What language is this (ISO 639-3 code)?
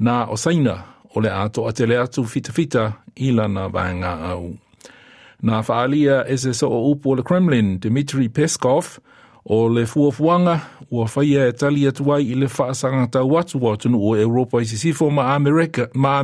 smo